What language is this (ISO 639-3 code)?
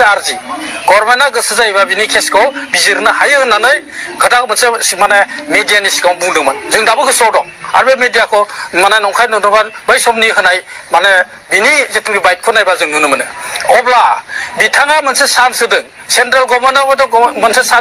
brx